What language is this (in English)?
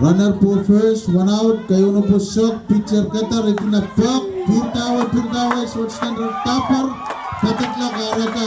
Pohnpeian